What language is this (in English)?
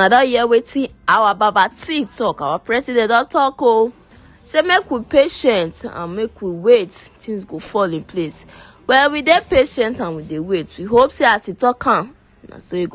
Nigerian Pidgin